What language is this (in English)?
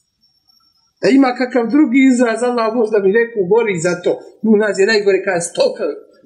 Bosnian